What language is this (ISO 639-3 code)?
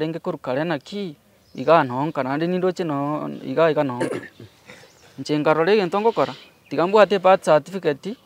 guz